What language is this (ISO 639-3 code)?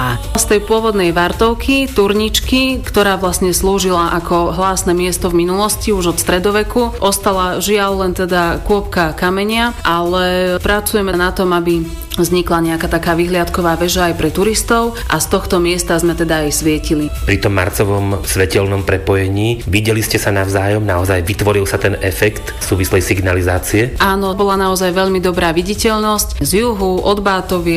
slk